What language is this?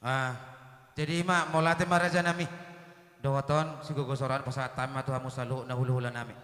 Batak Toba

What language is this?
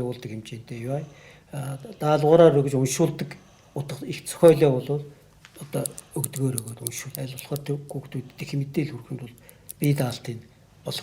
Mongolian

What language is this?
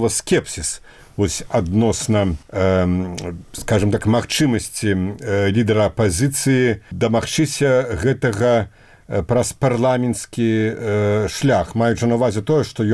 Belarusian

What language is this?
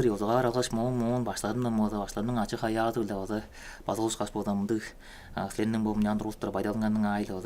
Tuvinian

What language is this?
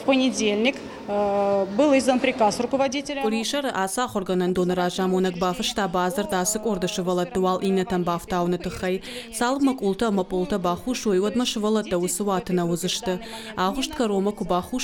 Ossetic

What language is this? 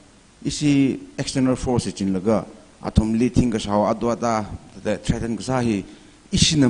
Tangkhul Naga (India)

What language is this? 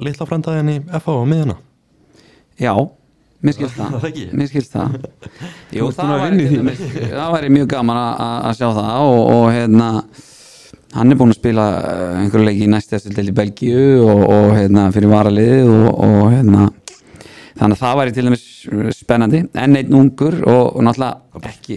Icelandic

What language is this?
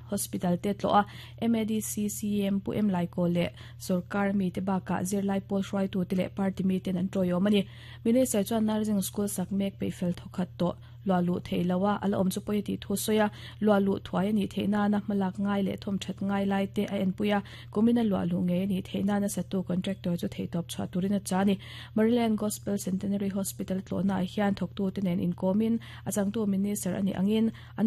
Mizo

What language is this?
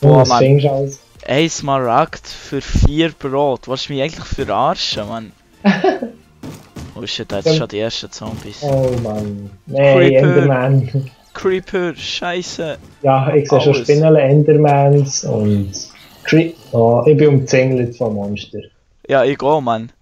Swiss German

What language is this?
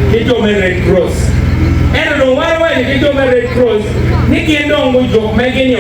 Acoli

